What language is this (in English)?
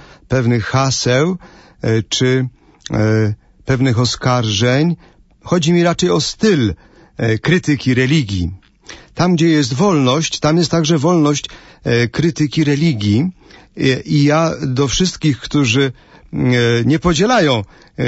Polish